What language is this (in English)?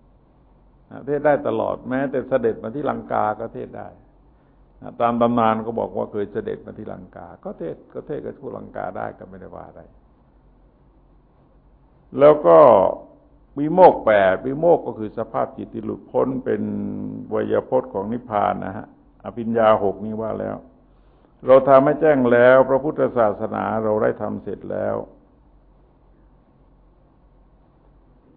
Thai